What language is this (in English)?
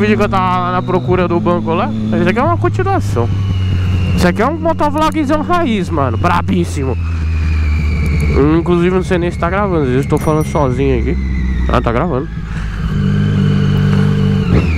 Portuguese